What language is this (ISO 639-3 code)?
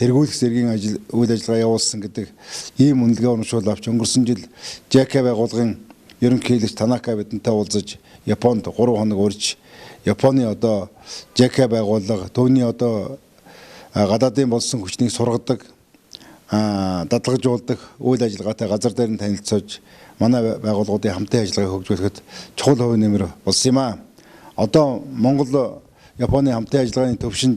mon